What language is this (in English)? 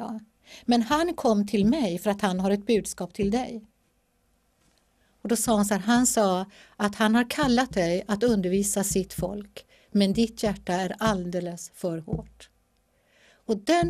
Swedish